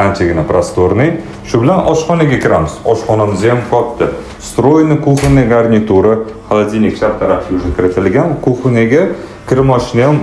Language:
Uzbek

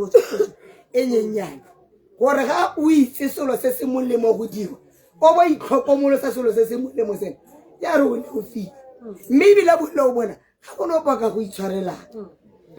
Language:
Tswana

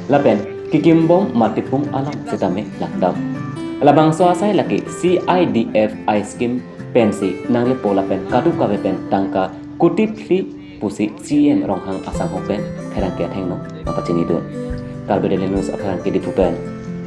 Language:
Karbi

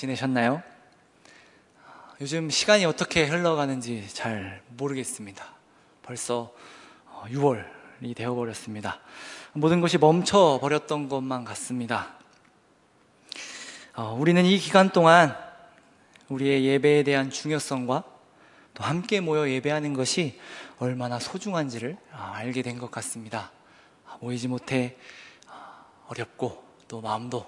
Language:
Korean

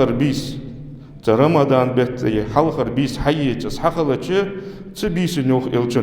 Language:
Ingush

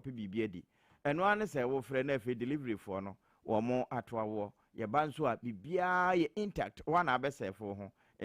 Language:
Akan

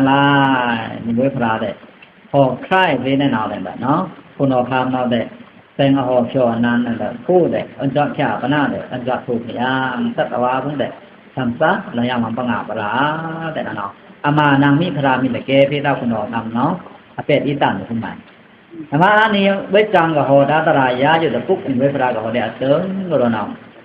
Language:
Pa'o Karen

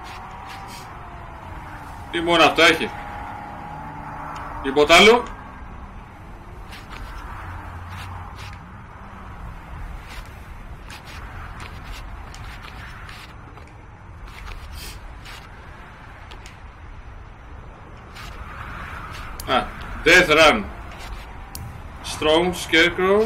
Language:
Greek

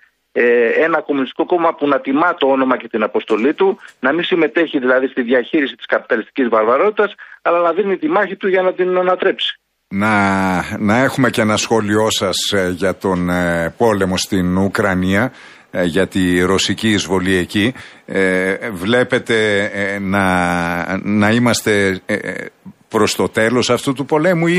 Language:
Greek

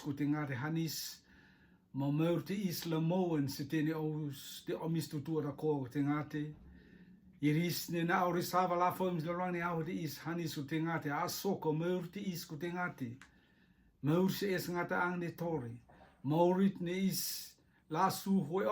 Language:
Rotuman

